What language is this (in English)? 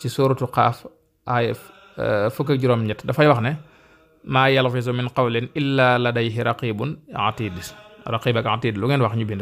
Wolof